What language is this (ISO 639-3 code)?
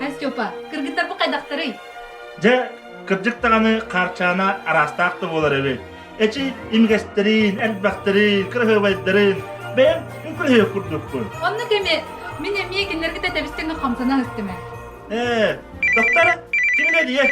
sah